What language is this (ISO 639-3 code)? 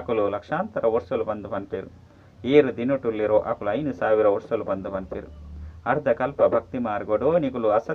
tcy